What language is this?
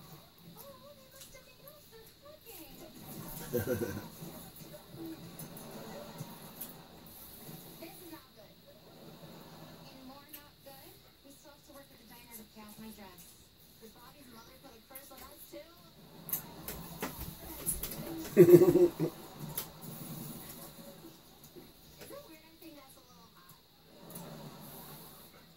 English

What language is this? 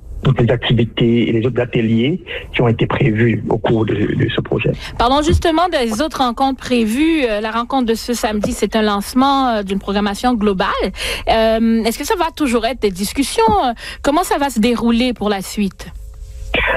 French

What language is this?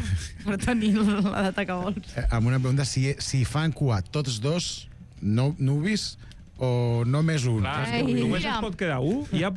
Catalan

